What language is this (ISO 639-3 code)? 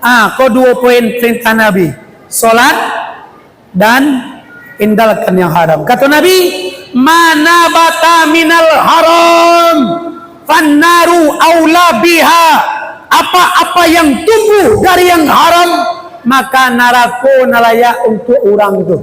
min